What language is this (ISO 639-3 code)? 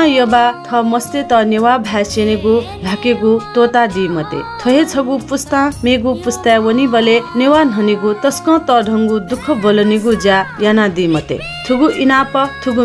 new